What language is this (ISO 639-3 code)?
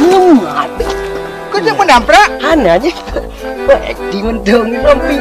ace